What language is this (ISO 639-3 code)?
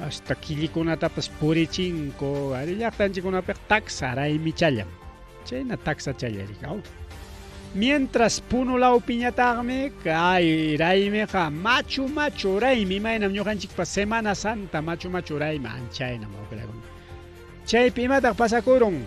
quy